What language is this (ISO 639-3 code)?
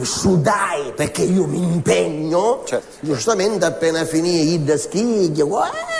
scn